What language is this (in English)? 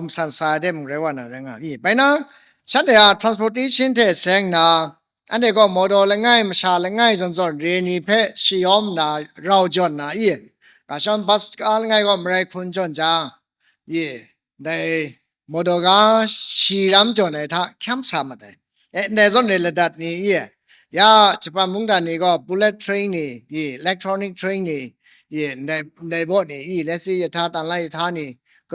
Kachin